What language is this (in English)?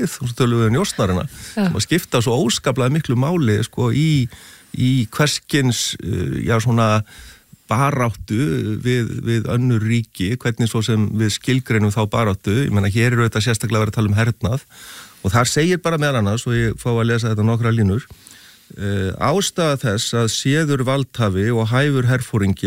Icelandic